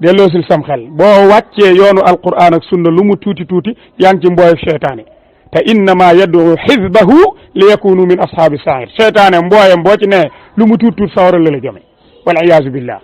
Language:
Wolof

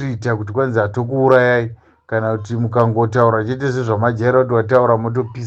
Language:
Shona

